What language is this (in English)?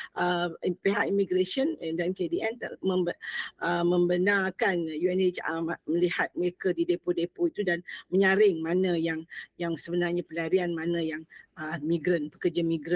Malay